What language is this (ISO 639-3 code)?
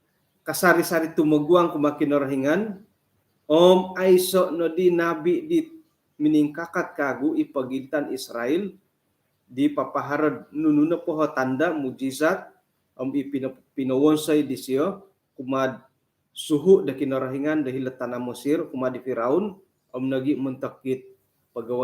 dtp